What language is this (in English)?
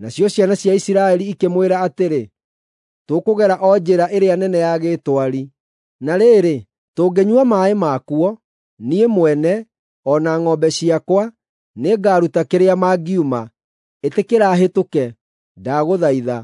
Kikuyu